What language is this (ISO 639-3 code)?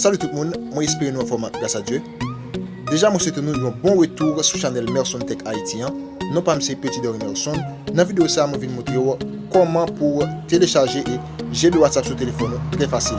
hat